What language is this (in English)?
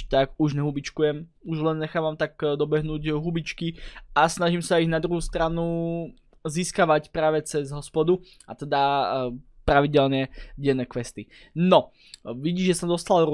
Slovak